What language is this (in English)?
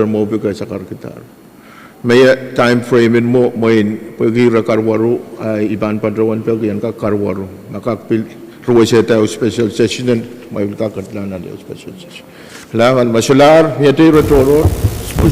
Pohnpeian